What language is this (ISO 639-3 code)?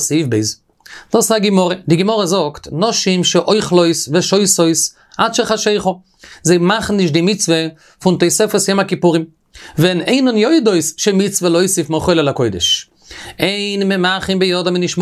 yid